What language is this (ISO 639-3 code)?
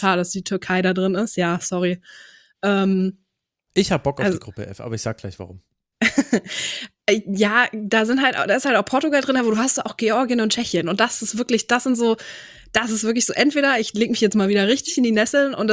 deu